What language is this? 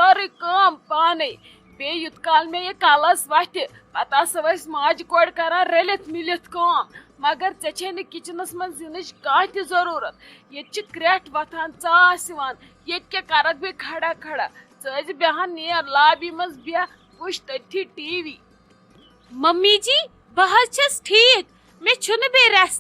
Kashmiri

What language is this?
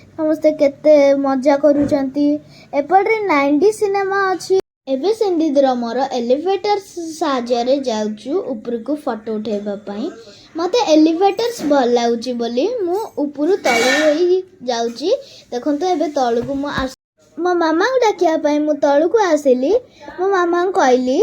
Odia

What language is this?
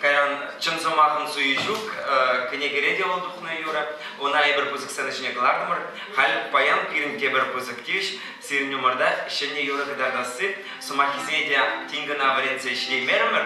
Chuvash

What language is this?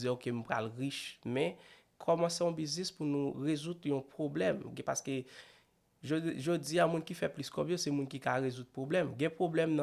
Haitian Creole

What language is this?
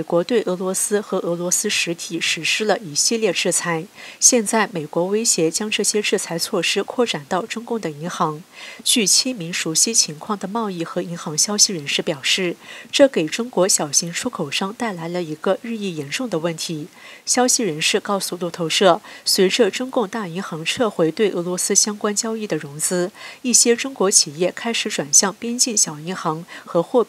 Chinese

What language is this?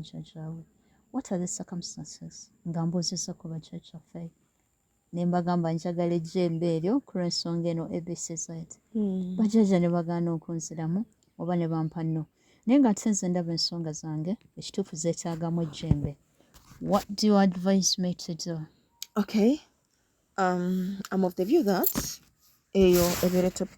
Ganda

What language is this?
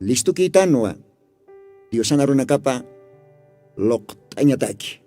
Aymara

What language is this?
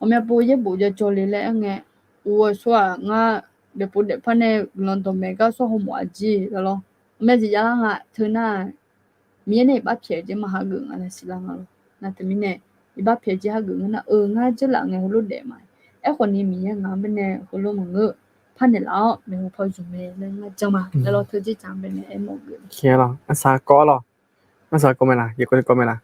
Akha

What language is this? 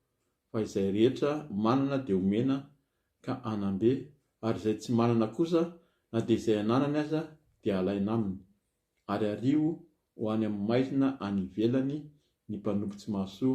Malagasy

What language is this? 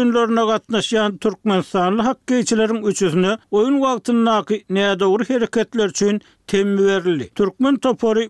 Turkmen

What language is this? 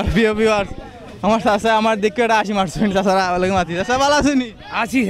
Sylheti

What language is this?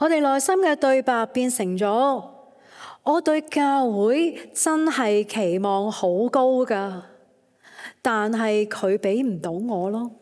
Cantonese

